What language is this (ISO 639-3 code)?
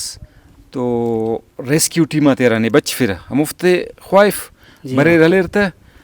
brh